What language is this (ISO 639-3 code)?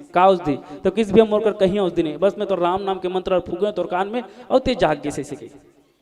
hne